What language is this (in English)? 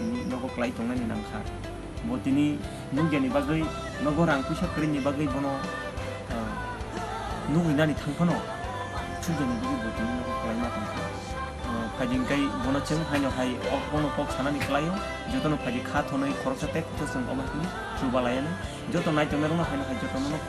Kok Borok